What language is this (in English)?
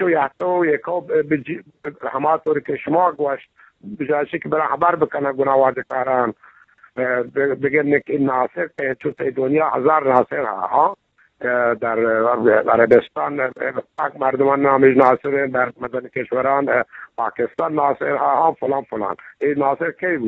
Eastern Balochi